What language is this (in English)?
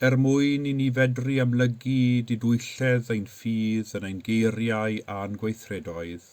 Welsh